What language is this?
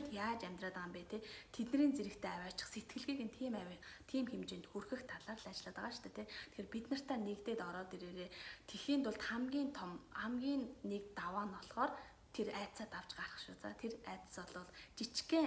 Mongolian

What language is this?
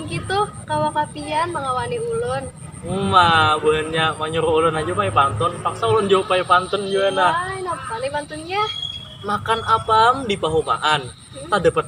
Banjar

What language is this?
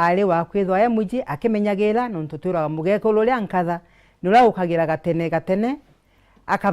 Meru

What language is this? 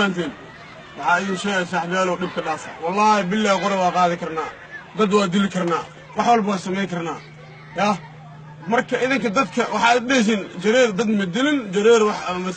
Somali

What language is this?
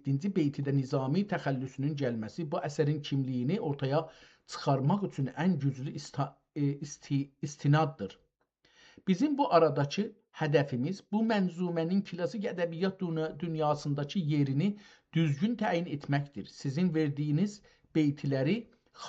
South Azerbaijani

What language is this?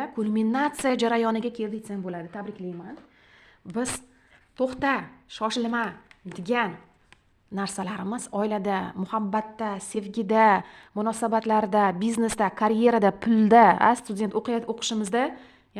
Uzbek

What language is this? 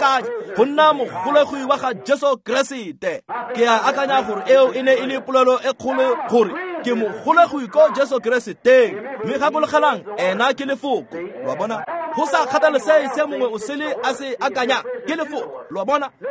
Tswana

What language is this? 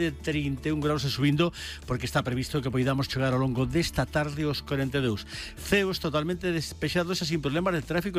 Galician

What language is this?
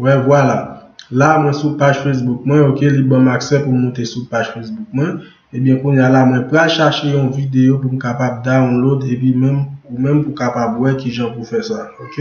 Haitian Creole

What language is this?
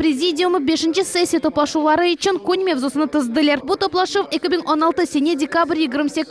Crimean Tatar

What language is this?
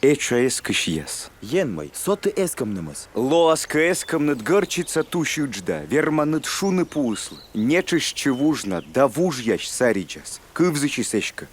Komi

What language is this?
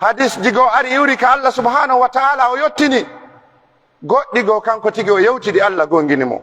Pular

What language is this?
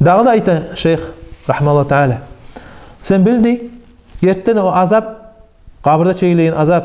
Kumyk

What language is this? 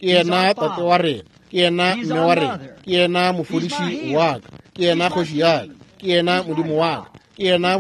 Northern Sotho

